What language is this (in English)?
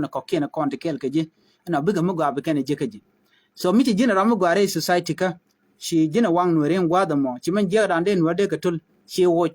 Nuer